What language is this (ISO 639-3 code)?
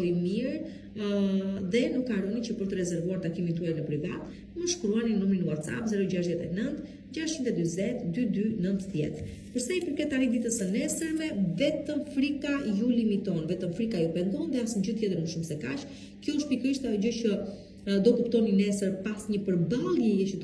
sqi